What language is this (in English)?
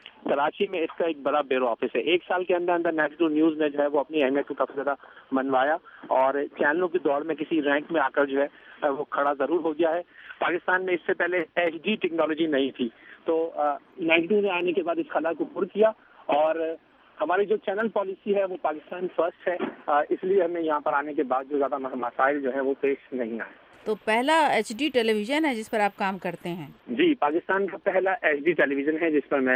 Urdu